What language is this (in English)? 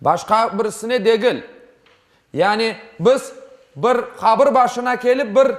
Crimean Tatar